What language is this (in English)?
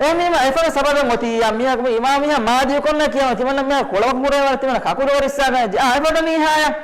Divehi